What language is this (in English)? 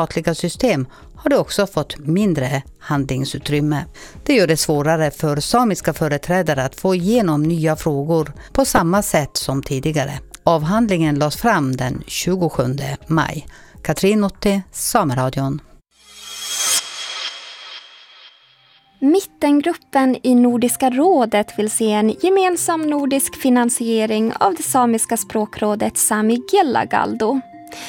Swedish